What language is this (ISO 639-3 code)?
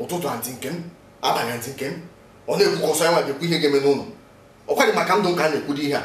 ibo